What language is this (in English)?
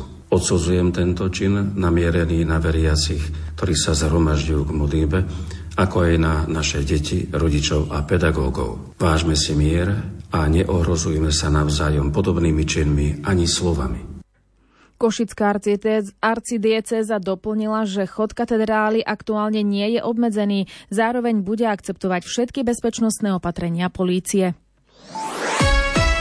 Slovak